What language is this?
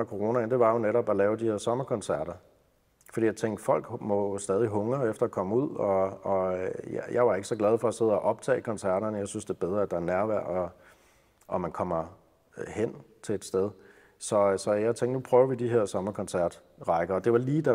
Danish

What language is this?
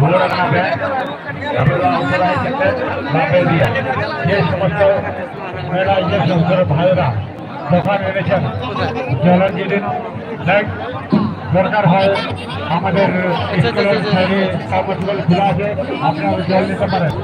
Santali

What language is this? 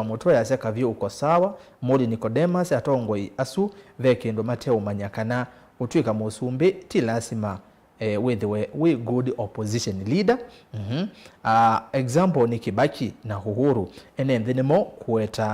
Kamba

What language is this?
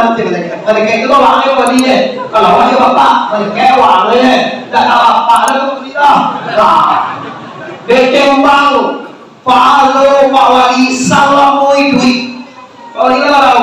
Minangkabau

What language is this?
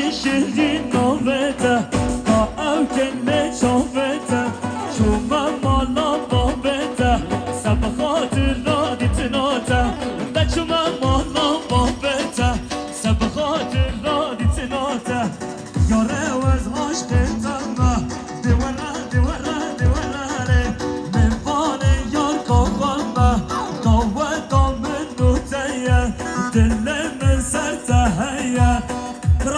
Kurdish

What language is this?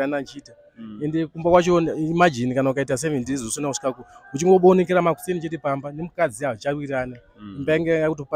Shona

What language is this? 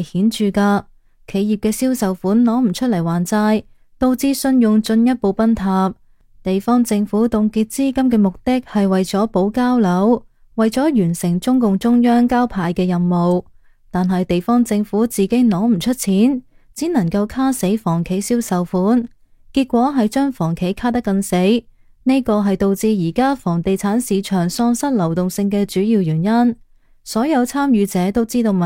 Cantonese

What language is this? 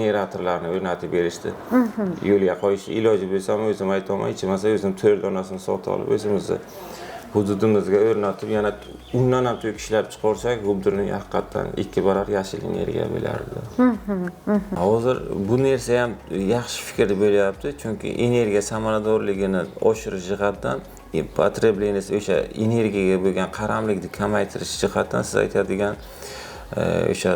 Uzbek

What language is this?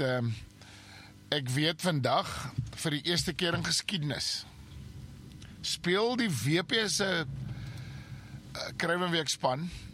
Afrikaans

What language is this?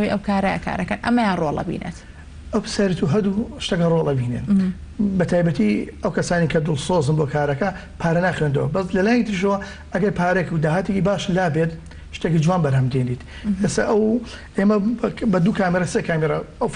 Central Kurdish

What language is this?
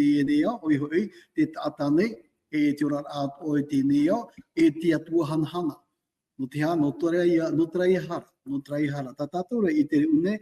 Tahitian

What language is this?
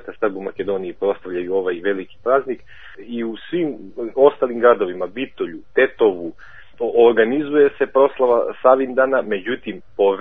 Serbian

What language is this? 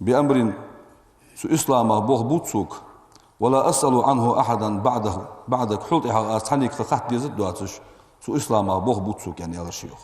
Ingush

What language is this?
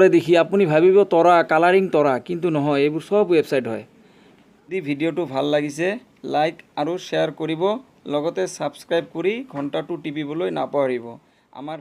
Assamese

